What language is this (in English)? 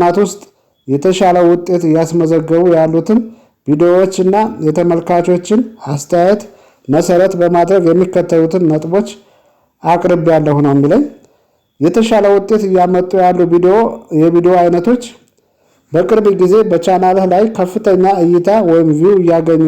Amharic